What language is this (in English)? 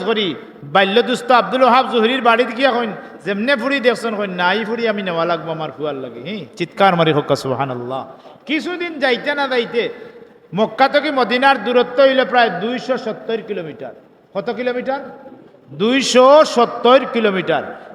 Sylheti